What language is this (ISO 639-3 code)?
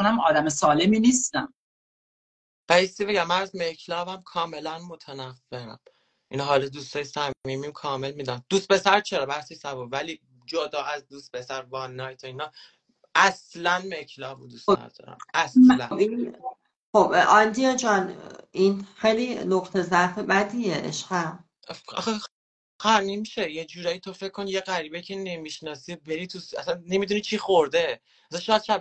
fas